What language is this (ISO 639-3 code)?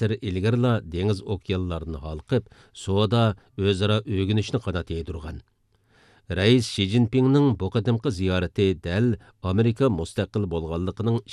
uig